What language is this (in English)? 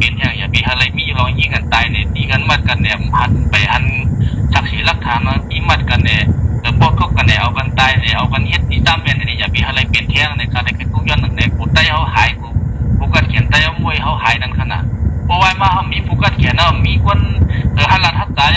Shan